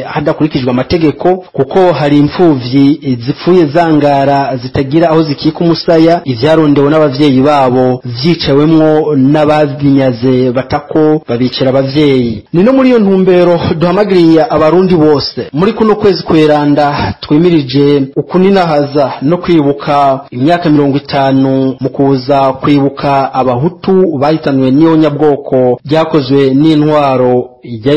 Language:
Rundi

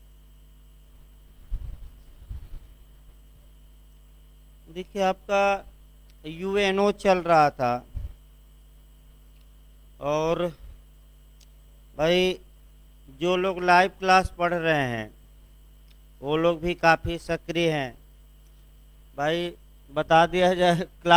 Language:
Hindi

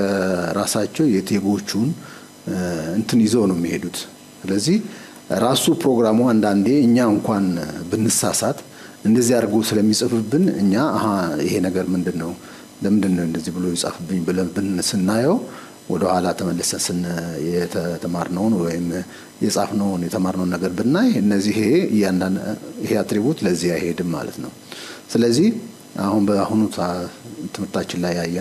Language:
Amharic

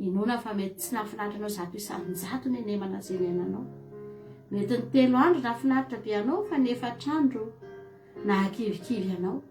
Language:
Malagasy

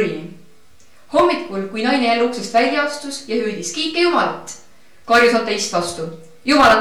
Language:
Estonian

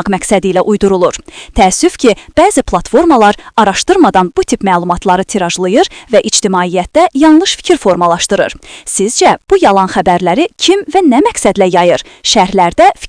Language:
Azerbaijani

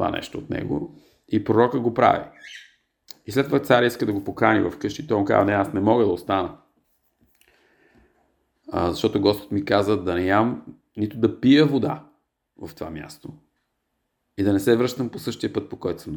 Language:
Bulgarian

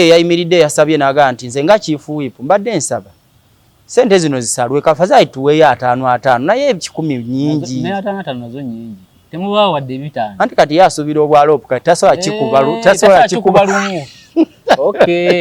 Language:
Ganda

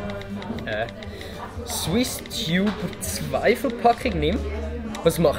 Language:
Swiss German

